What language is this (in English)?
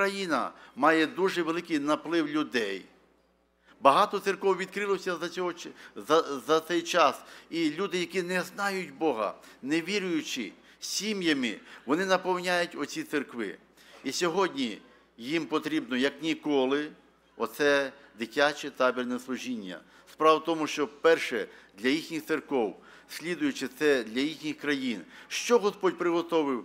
Ukrainian